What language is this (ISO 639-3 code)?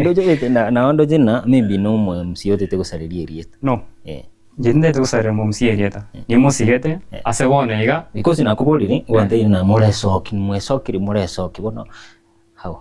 guz